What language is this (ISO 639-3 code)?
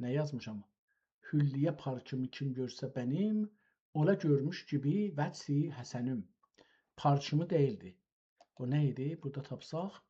azb